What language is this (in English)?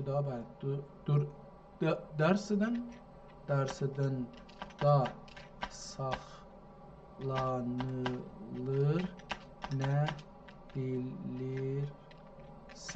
South Azerbaijani